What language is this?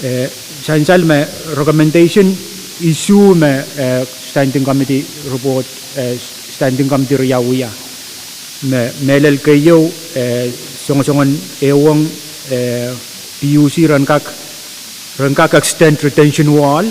Pohnpeian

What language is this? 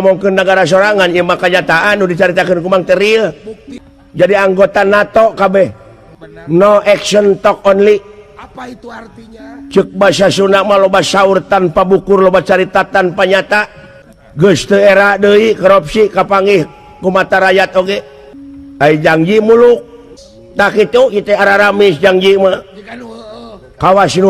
Sundanese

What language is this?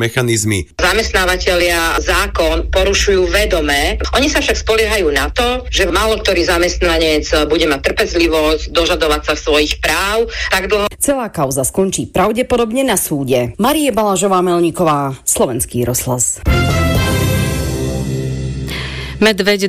Slovak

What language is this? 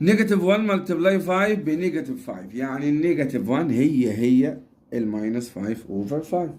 Egyptian Arabic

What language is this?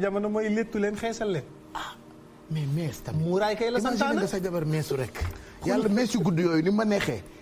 Wolof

